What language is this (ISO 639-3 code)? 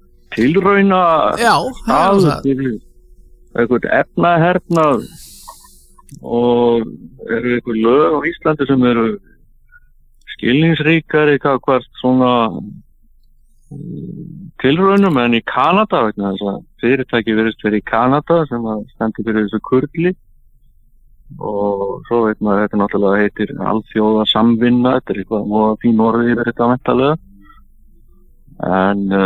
isl